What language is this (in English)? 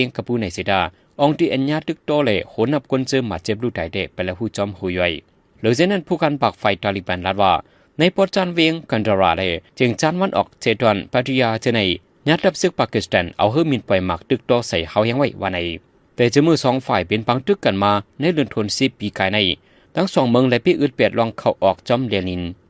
Shan